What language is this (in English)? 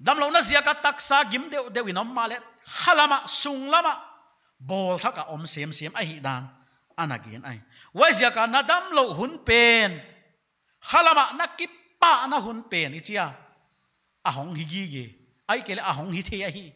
Paite Chin